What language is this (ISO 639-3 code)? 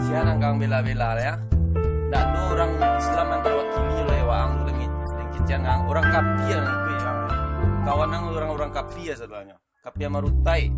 min